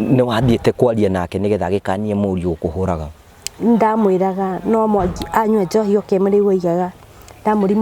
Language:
Kikuyu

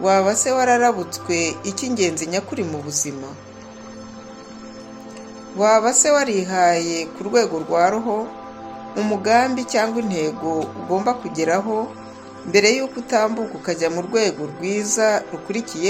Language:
Kinyarwanda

